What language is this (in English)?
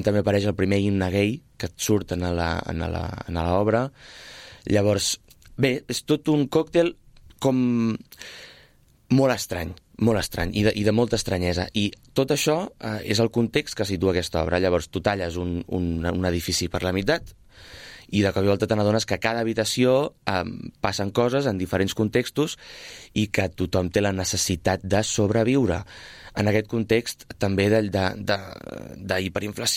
Catalan